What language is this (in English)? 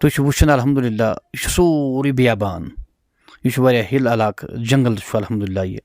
Kashmiri